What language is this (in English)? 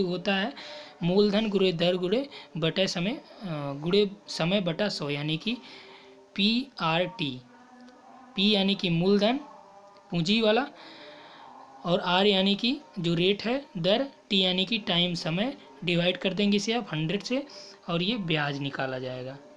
Hindi